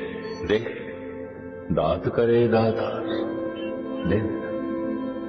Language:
Punjabi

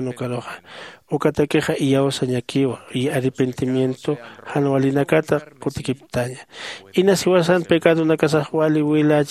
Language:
Aymara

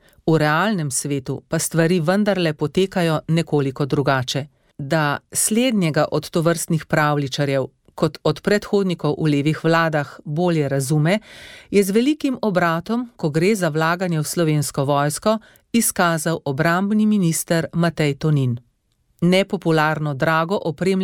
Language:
Slovenian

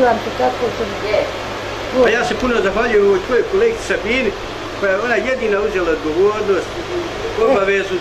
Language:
Bosnian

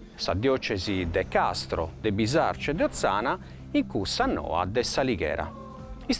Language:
Sardinian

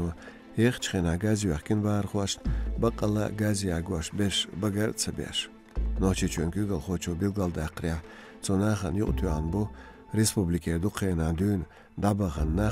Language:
Chechen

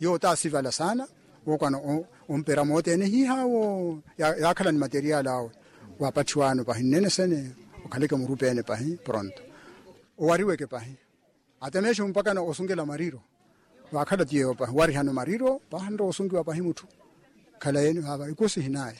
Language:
Makhuwa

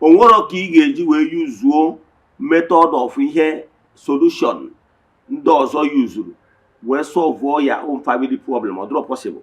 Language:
Igbo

